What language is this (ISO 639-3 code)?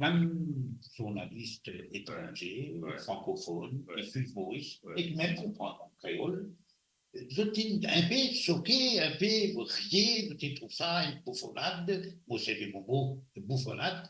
mfe